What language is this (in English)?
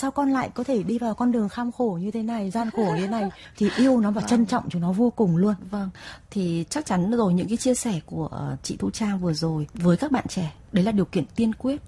Vietnamese